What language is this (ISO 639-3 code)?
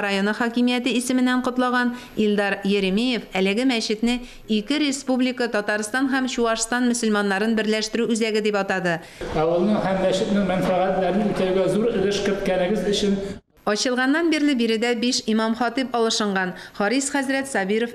tat